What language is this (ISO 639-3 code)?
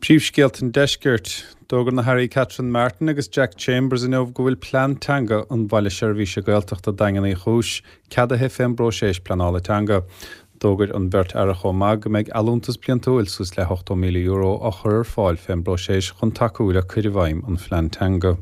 gle